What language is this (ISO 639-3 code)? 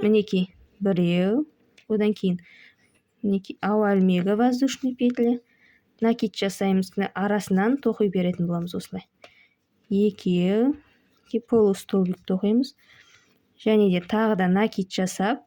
kaz